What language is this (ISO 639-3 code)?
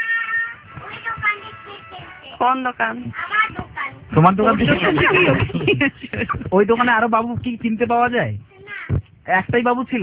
ben